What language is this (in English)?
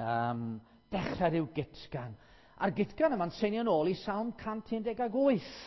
Welsh